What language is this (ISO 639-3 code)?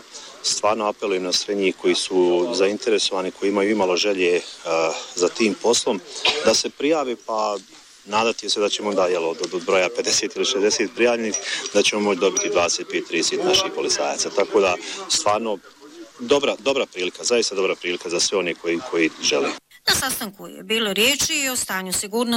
bos